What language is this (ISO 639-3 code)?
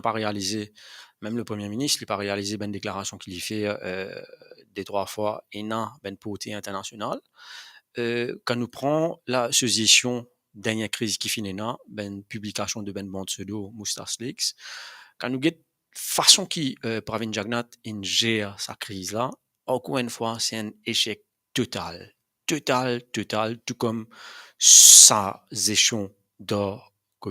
mfe